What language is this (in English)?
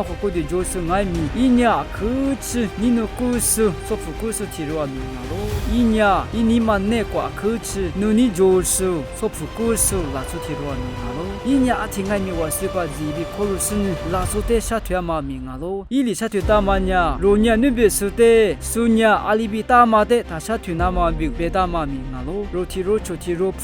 Lisu